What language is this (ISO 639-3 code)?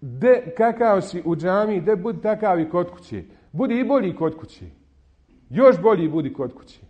bos